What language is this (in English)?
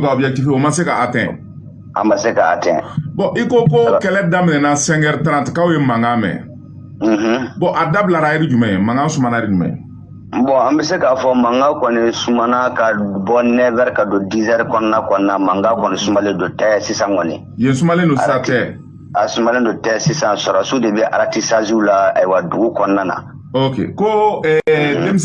Bambara